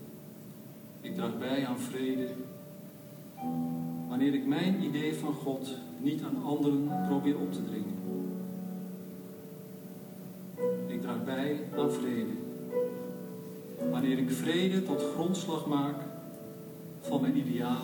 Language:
Dutch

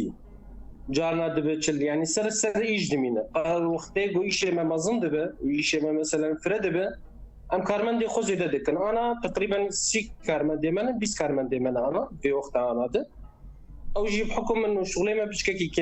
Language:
Kurdish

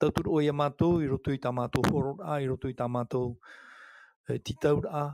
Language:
Tahitian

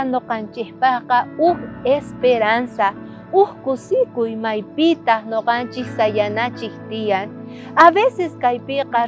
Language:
South Bolivian Quechua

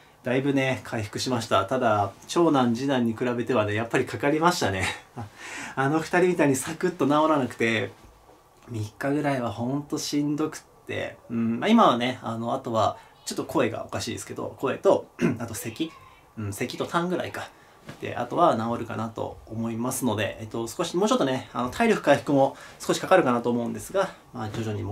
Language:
Japanese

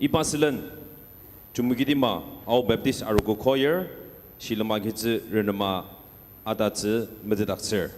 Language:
Ao Naga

